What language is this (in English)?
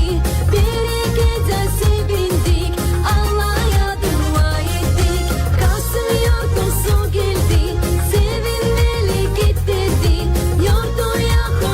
Gagauz